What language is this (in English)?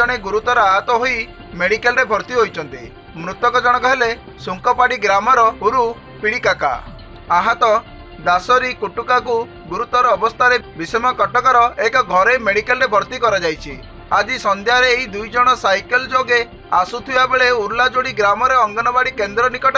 Odia